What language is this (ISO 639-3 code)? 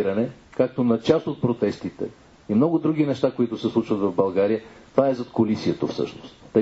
bul